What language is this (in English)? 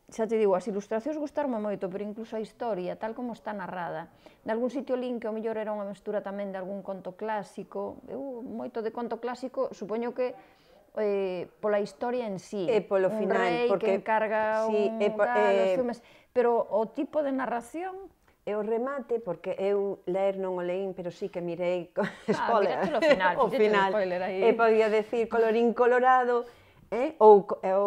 Galician